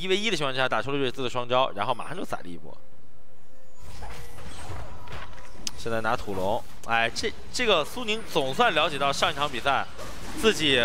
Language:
Chinese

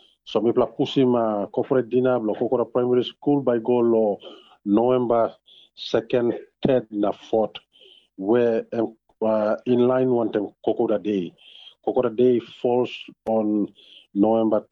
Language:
Tok Pisin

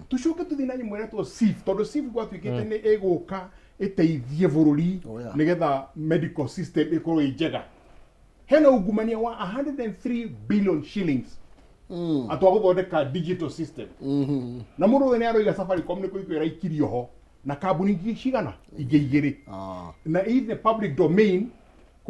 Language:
Kikuyu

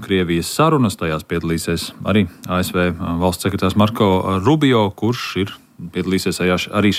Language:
Latvian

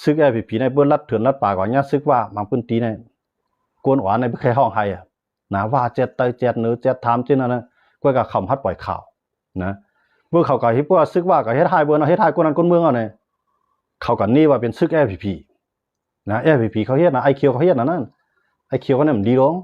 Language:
Shan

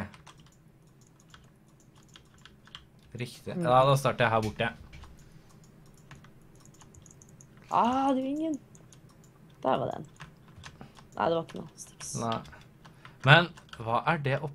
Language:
Norwegian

